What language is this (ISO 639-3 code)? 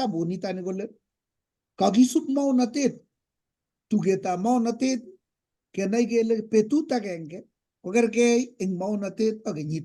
kln